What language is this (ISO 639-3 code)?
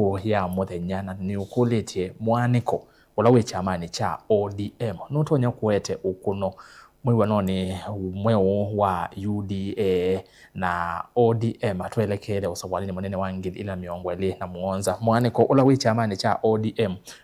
kam